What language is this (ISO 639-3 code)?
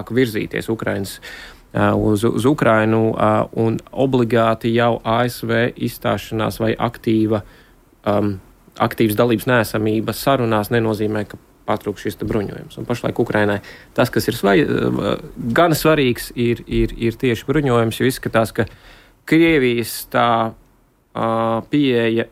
lav